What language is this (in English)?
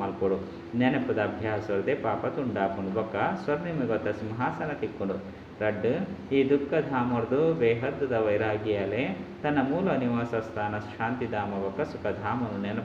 Tulu